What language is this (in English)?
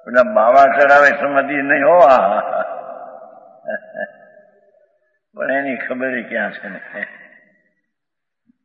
Gujarati